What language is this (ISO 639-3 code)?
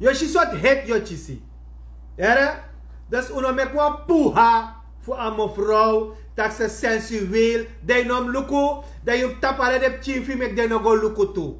srn